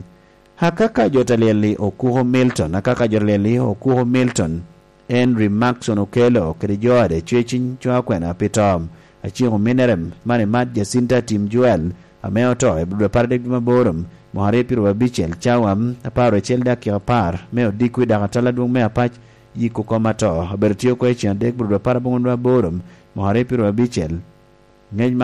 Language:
Lango (Uganda)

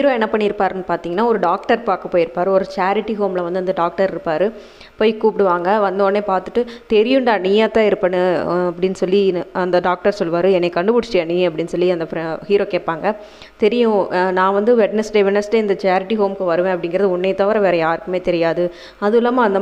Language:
Tamil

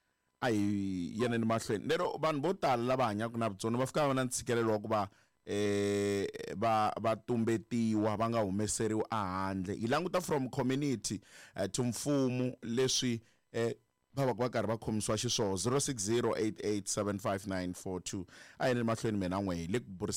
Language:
Tsonga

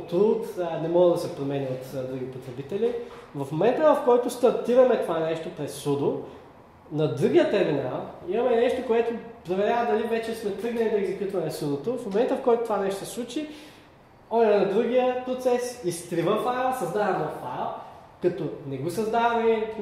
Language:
Bulgarian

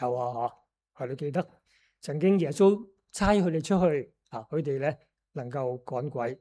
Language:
Cantonese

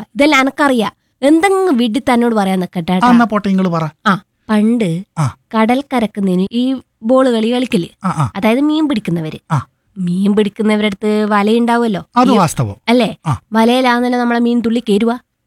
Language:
Malayalam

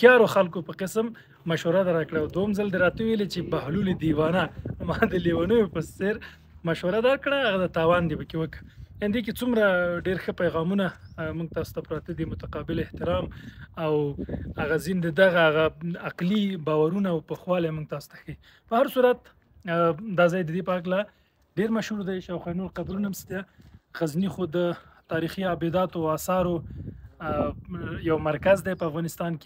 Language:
Pashto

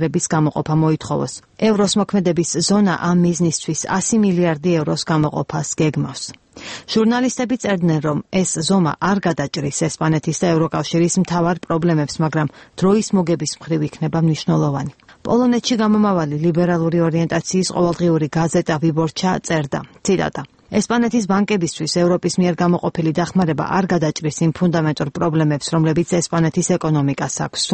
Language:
Georgian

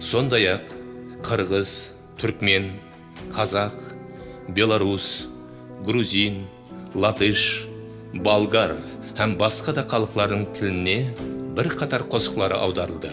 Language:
Kara-Kalpak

